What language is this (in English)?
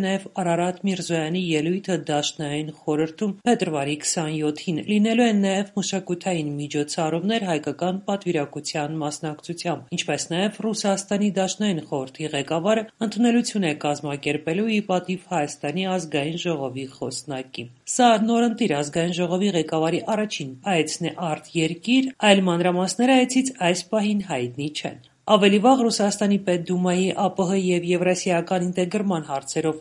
Armenian